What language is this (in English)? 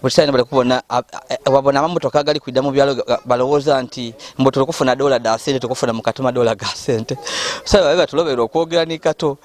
Ganda